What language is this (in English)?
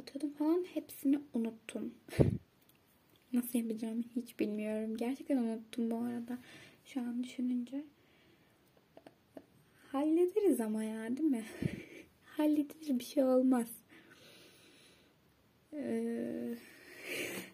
Turkish